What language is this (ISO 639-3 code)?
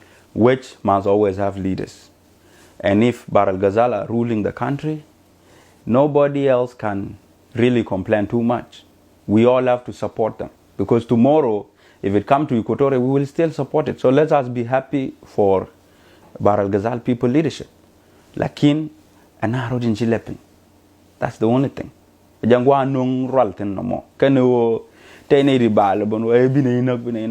nus